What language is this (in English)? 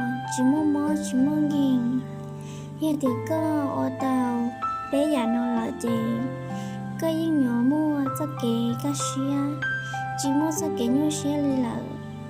Hmong